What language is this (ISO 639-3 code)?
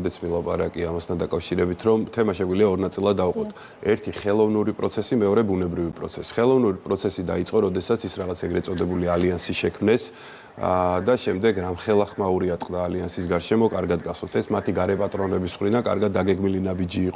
kat